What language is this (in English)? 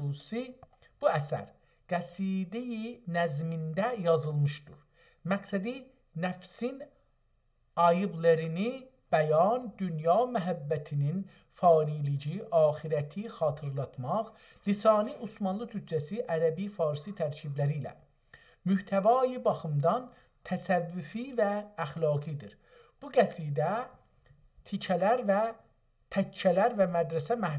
South Azerbaijani